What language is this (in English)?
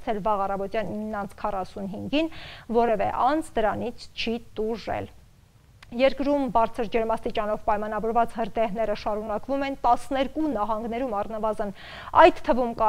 Armenian